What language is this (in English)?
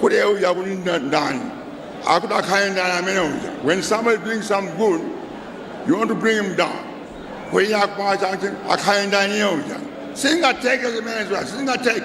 Nyanja